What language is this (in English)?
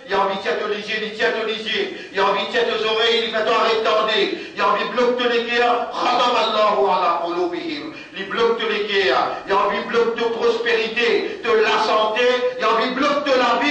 Morisyen